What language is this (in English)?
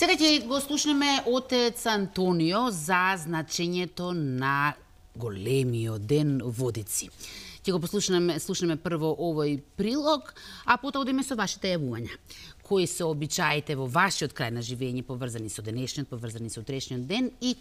Macedonian